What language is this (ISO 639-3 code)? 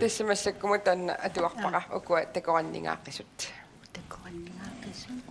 kal